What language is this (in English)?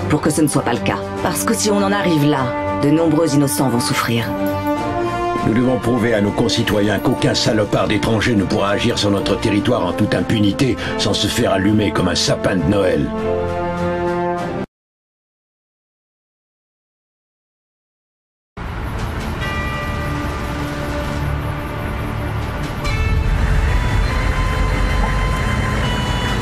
French